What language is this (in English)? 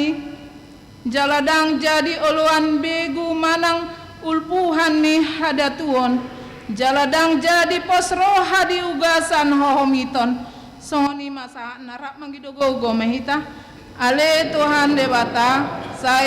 Batak Toba